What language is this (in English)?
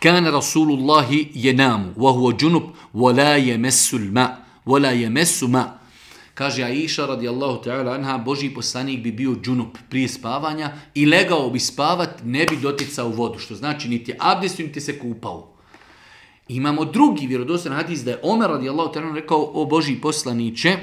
Bosnian